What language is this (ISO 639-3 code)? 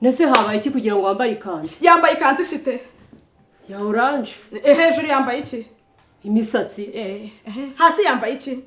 kin